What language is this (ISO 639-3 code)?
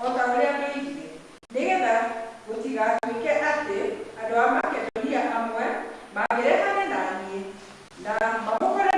kik